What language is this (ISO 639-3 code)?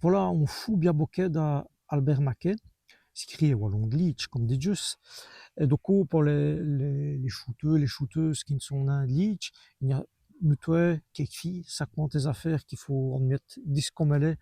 wln